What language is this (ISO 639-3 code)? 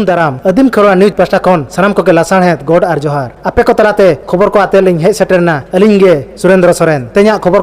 sat